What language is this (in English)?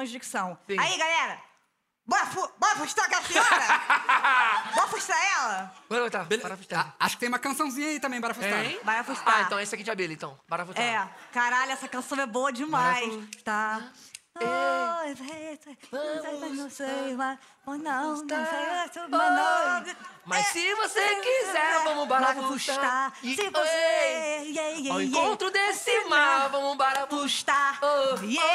Portuguese